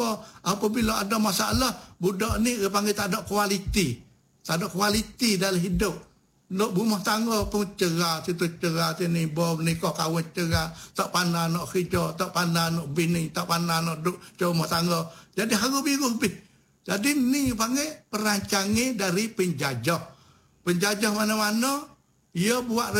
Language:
Malay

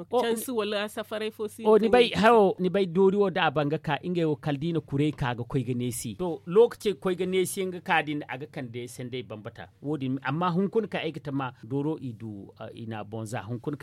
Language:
Zarma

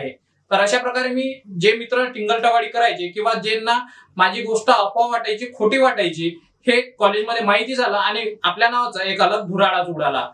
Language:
Marathi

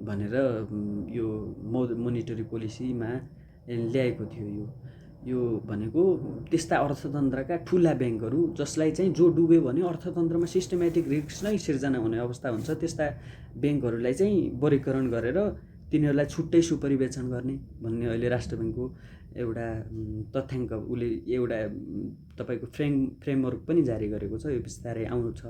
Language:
Nepali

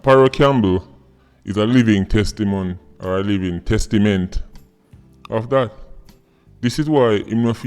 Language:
Jamaican Creole English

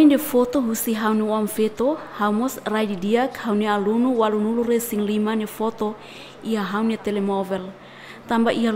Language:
Tetum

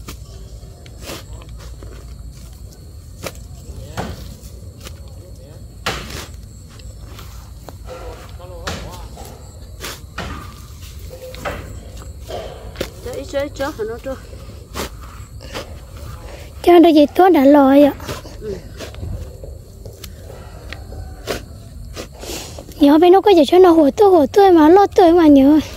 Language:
Vietnamese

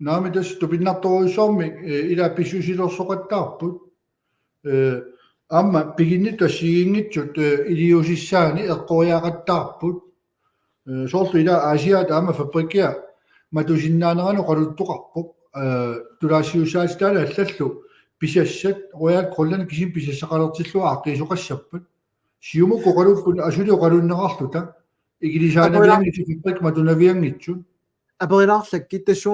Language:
Kalaallisut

